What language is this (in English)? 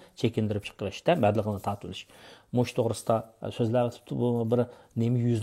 Uyghur